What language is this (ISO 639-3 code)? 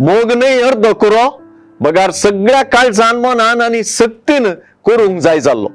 kok